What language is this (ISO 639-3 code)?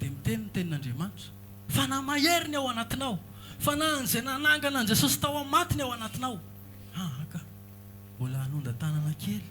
mlg